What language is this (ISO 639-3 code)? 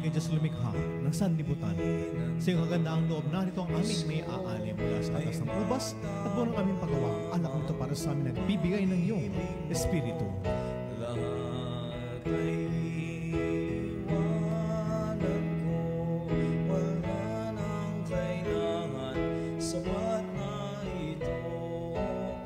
fil